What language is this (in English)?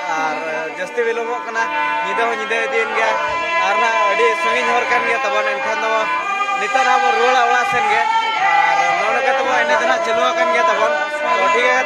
Santali